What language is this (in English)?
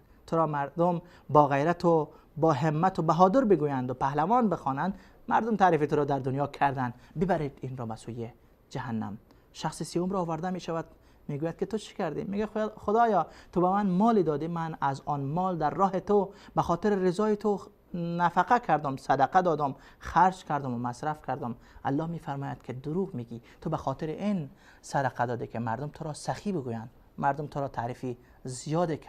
Persian